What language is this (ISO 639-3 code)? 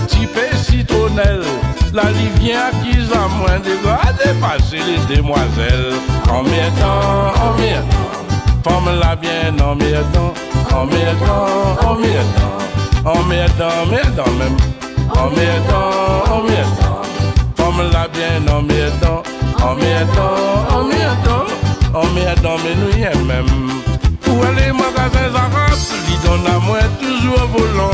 rcf